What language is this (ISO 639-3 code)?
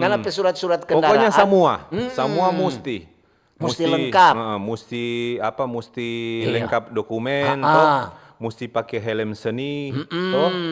xmm